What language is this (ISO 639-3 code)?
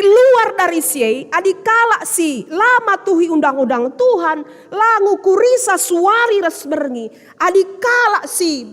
btx